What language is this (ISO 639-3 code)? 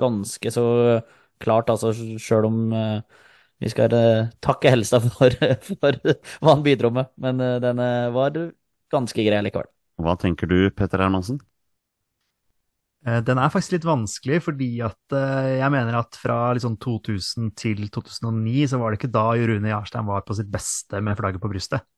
nor